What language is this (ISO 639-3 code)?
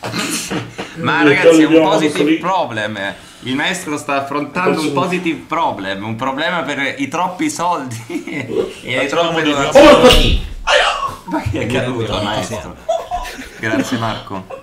ita